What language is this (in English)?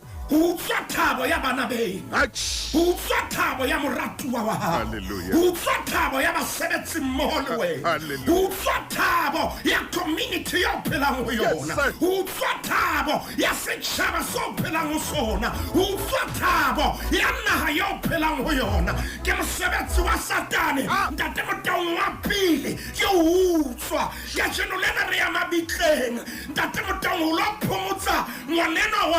Southern Sotho